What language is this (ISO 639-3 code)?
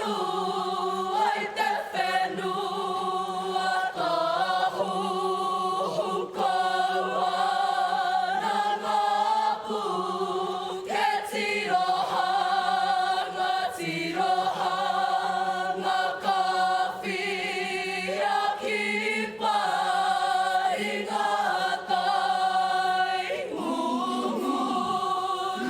mri